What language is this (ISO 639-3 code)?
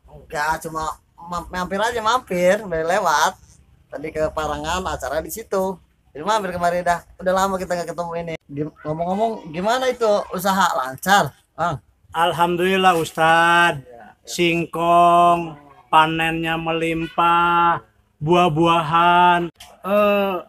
bew